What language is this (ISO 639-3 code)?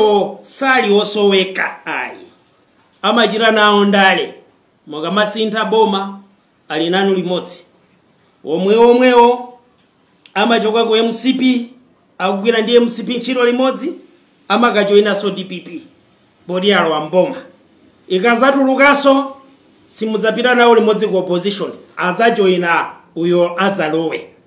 nya